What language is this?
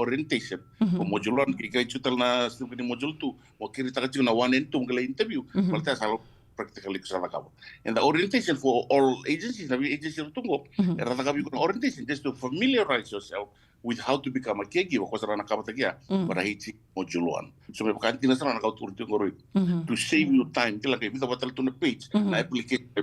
Fijian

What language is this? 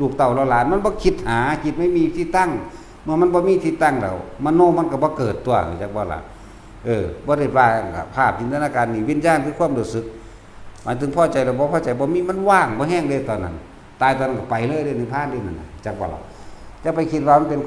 Northeastern Thai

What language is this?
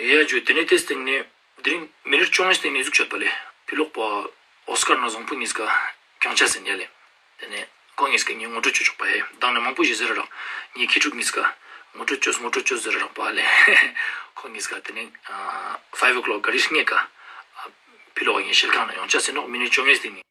Ladakhi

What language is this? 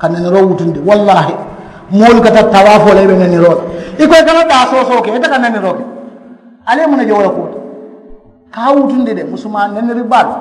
Mandingo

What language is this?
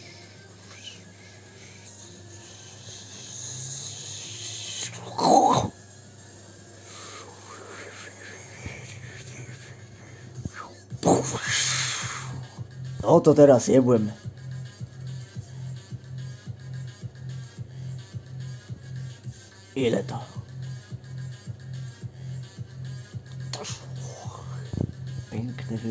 Polish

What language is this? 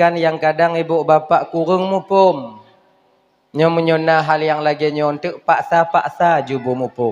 Achinese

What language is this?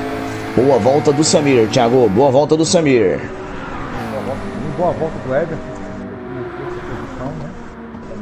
Portuguese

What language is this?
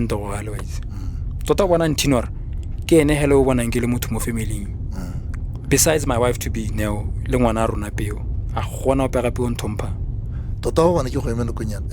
Tswana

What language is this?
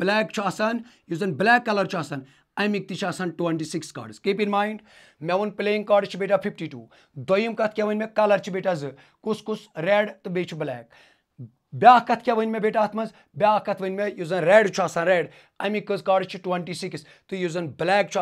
Kashmiri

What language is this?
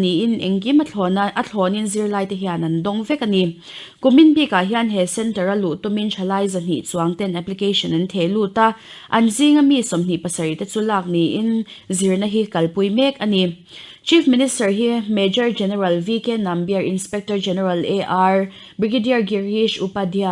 Mizo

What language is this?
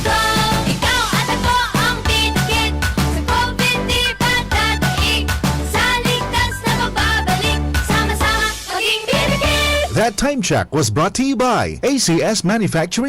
Bikol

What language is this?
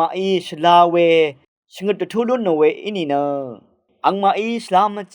Rawang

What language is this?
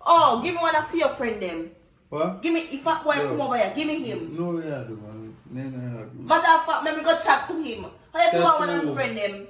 Jamaican Creole English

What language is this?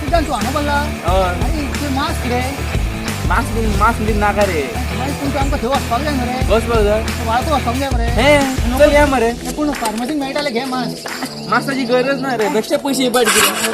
Konkani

